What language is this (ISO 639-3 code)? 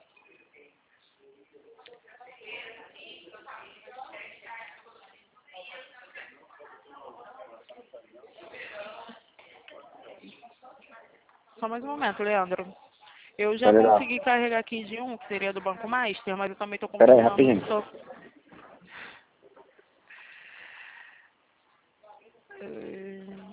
por